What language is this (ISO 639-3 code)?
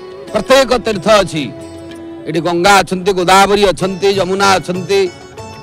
ori